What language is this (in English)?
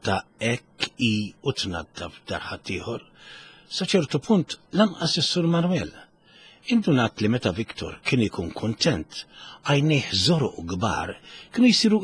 Maltese